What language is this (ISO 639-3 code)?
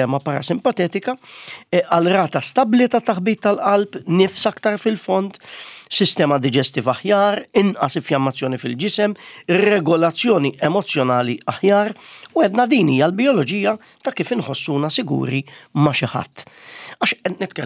mlt